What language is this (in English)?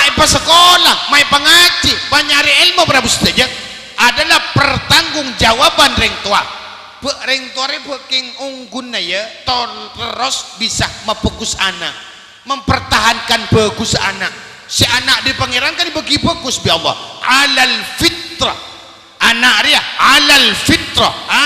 Madurese